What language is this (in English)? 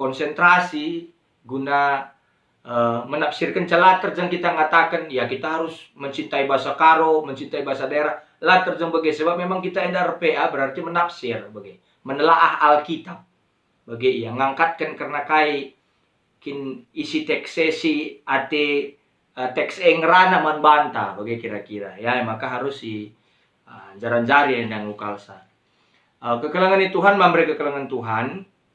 Batak Karo